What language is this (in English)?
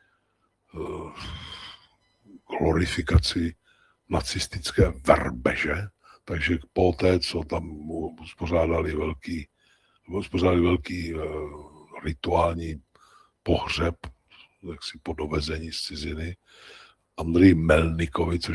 Czech